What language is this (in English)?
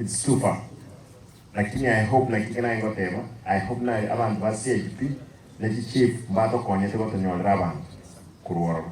Gusii